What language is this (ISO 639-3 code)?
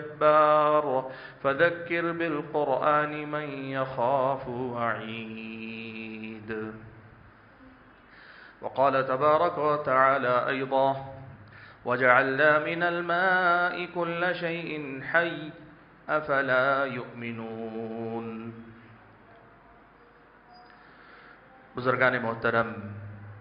urd